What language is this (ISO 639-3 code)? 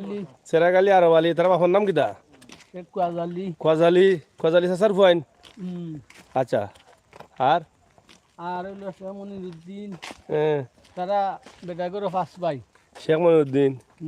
syl